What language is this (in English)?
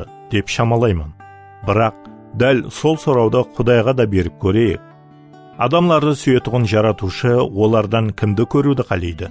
Kara-Kalpak